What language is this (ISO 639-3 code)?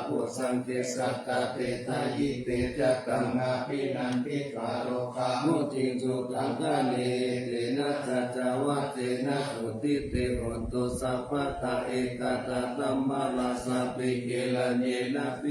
pli